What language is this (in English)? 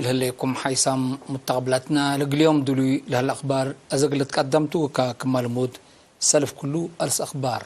Tigre